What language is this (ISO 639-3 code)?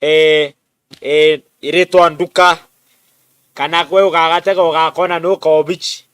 mer